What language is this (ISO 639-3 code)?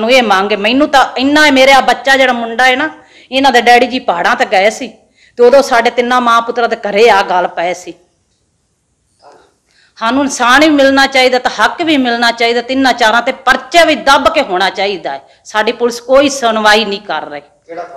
pan